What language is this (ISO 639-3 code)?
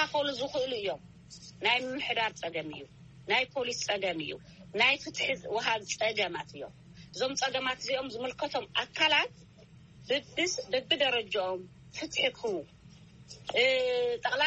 tir